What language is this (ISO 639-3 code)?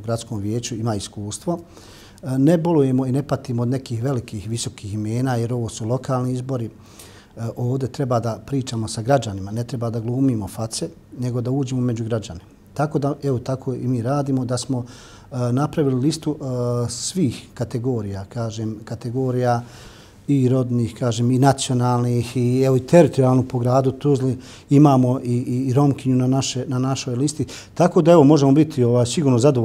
bos